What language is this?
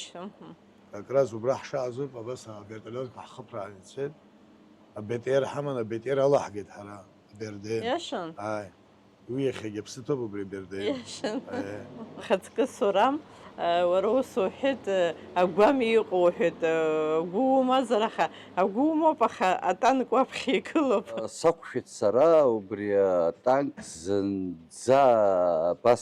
Abkhazian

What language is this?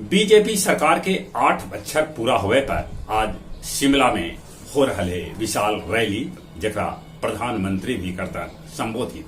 Magahi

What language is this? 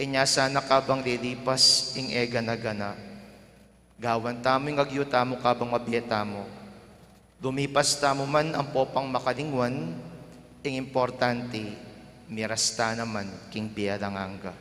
Pampanga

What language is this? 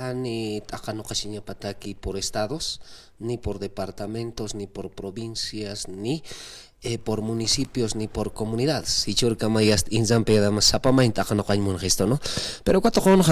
Aymara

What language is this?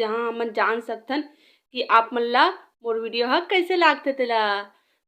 Chhattisgarhi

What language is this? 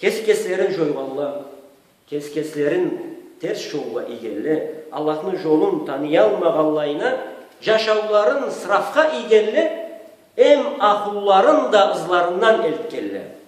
Karachay-Balkar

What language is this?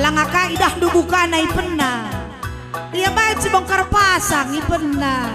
Batak Karo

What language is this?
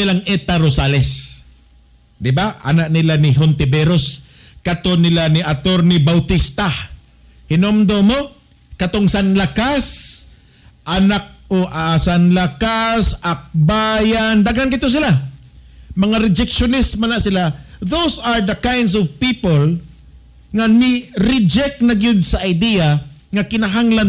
Cebuano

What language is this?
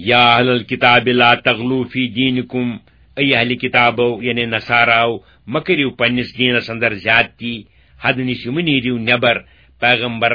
Kashmiri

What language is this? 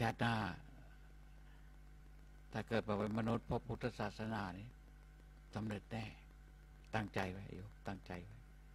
Thai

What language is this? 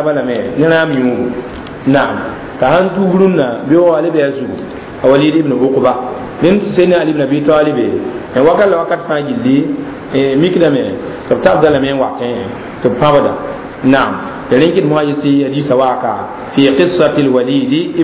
Mossi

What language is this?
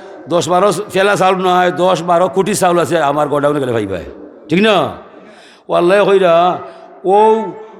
Sylheti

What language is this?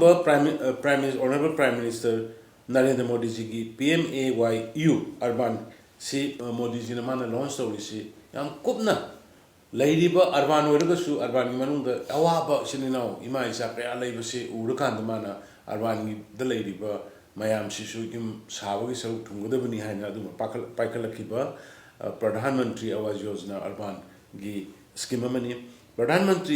Manipuri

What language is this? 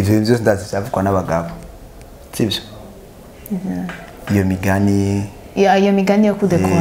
Rundi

